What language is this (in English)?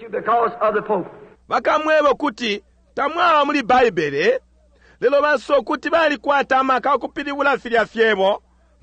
Bemba